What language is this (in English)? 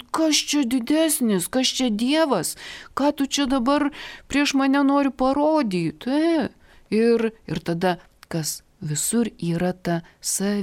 Lithuanian